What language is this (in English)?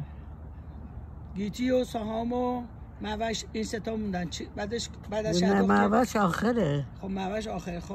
Persian